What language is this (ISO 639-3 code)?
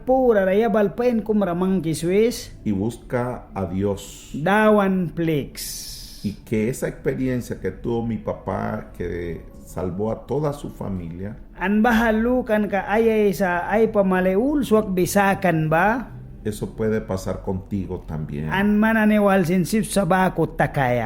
miq